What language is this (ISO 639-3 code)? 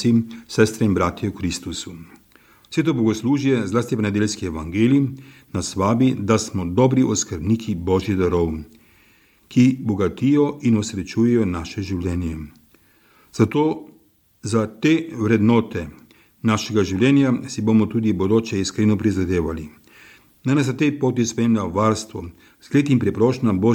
slv